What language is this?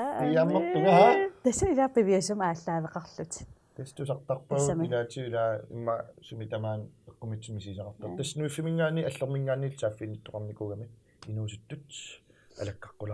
Kalaallisut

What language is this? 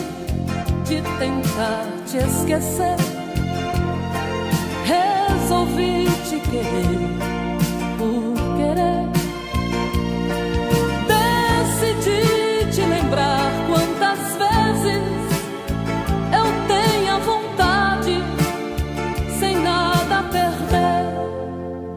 Portuguese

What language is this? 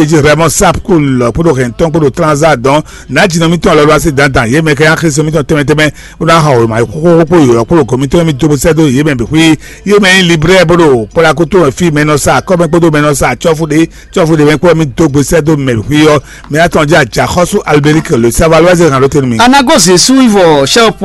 Fon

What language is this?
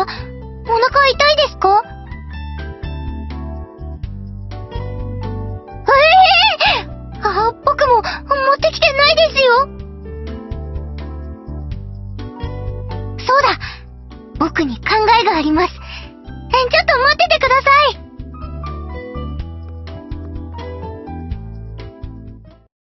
Japanese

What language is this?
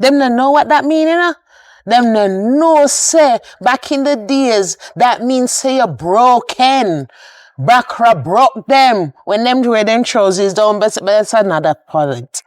Jamaican Creole English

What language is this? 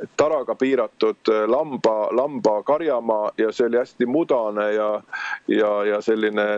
Estonian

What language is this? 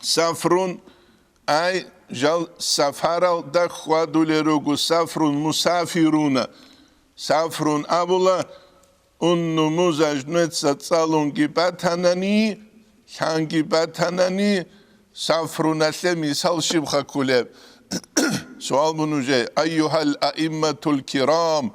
Avaric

